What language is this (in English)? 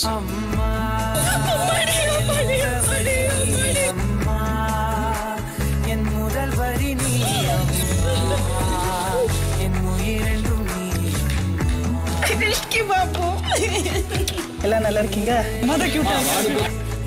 Tamil